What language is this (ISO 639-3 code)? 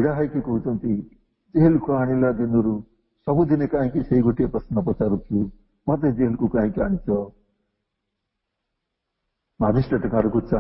ori